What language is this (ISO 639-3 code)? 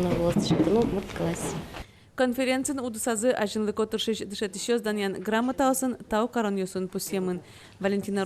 udm